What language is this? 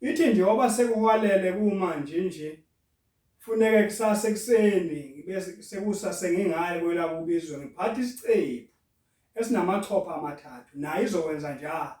Zulu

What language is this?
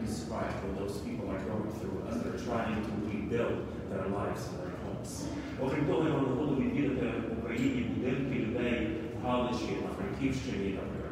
Ukrainian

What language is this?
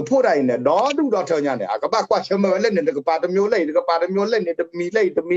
S'gaw Karen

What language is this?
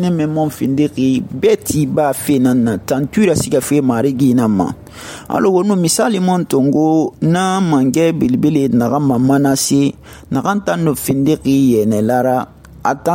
Susu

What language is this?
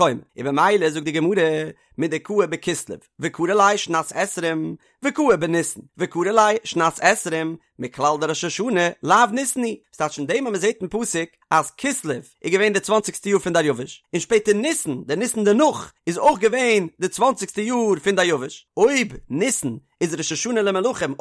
Yiddish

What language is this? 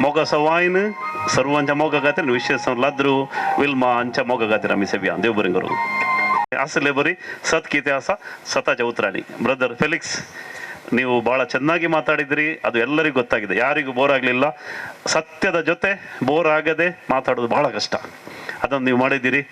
Konkani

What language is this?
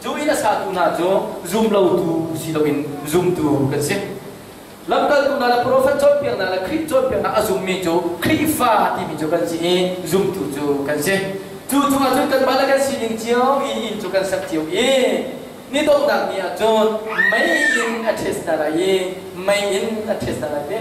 Hakha Chin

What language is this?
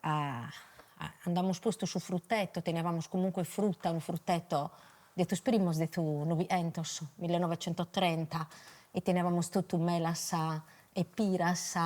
Sardinian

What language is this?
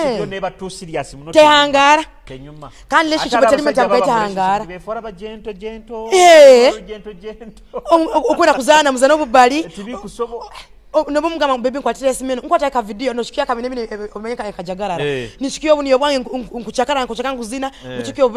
Nyoro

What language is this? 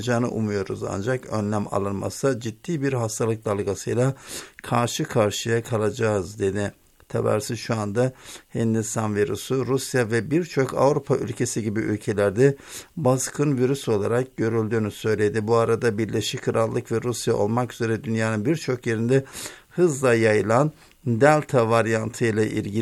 Turkish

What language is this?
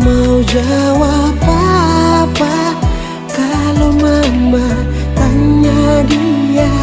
Ambonese Malay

